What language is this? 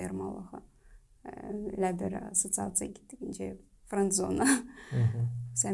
Gagauz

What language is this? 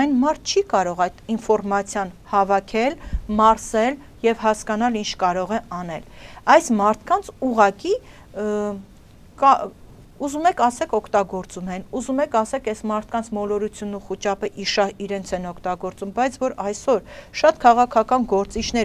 Armenian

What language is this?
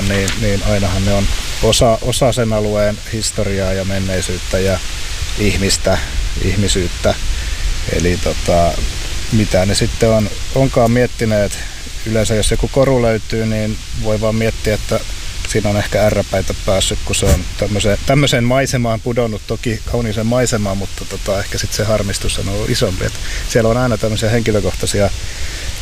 Finnish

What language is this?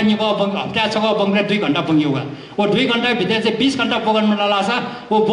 Newari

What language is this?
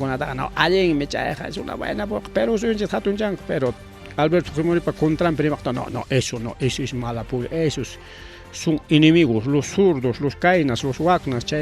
Ayacucho Quechua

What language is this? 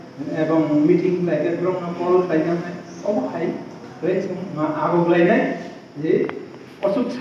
Kok Borok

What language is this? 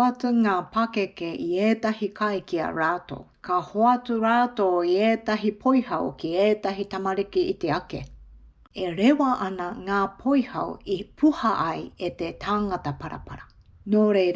Māori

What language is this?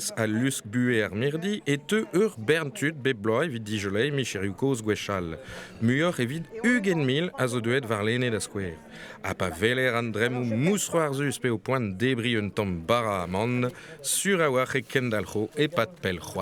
Breton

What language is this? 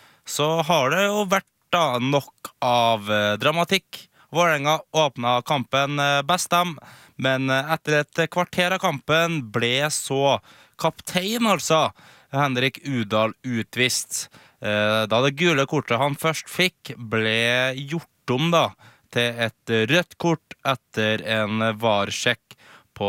Norwegian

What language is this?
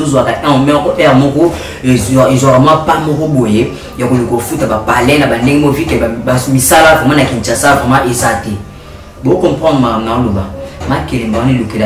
Lingala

